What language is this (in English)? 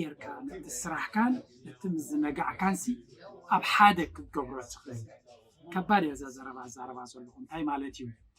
Tigrinya